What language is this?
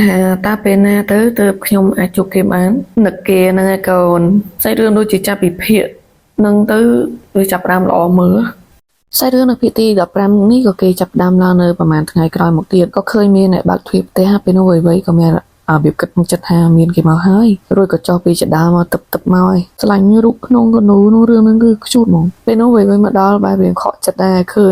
Khmer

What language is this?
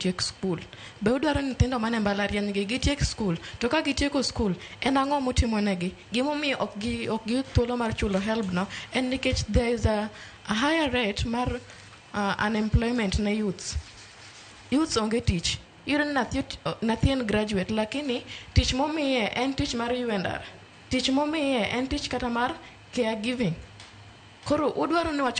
Luo (Kenya and Tanzania)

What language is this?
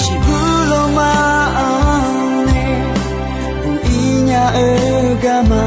Akha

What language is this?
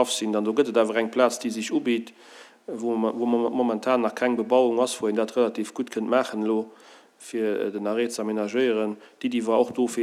Luxembourgish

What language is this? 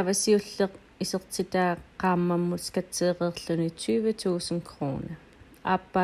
Kalaallisut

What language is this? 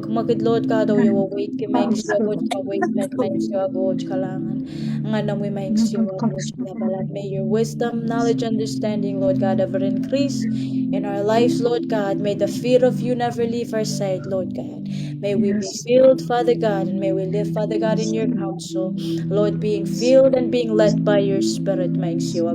Pohnpeian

